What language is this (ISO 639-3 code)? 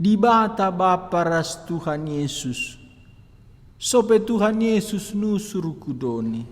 btx